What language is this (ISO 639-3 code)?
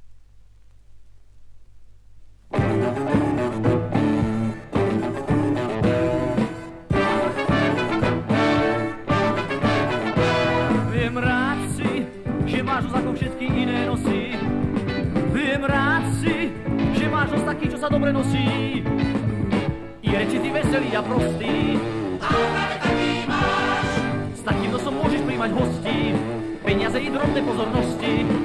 slk